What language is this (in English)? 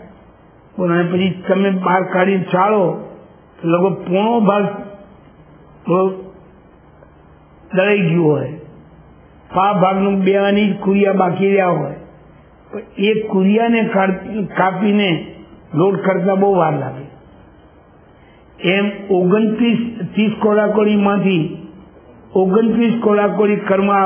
Gujarati